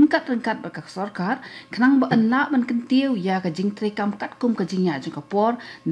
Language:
Khasi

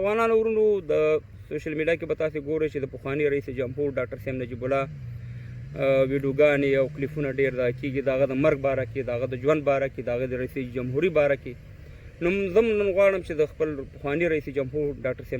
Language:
Pashto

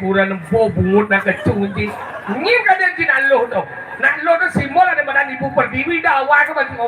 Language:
Balinese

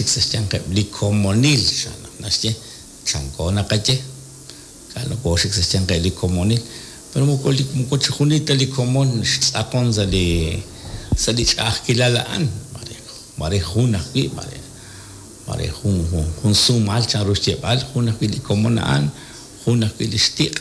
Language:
Kekchí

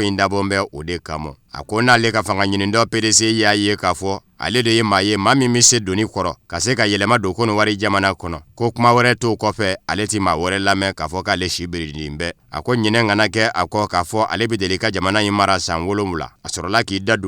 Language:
Bambara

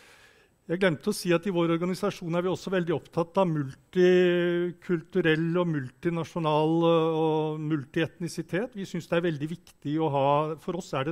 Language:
Norwegian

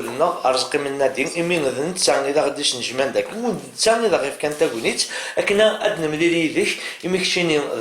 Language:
Kabyle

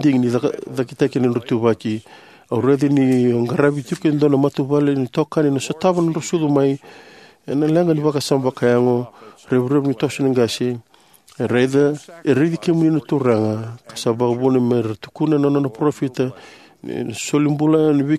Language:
Fijian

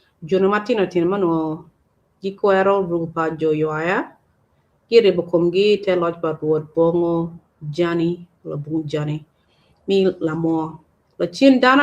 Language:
Acoli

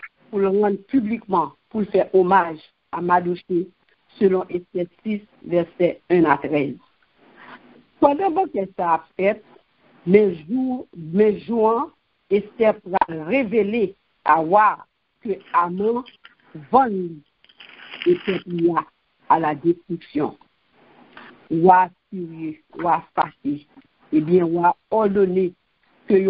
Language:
French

